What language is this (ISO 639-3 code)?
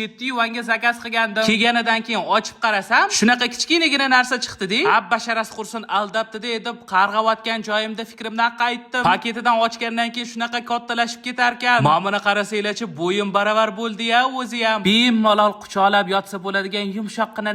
uzb